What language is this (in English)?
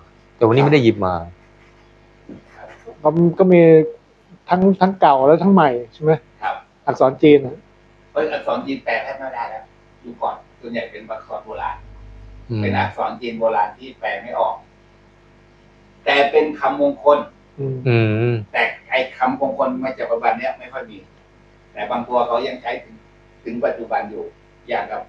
Thai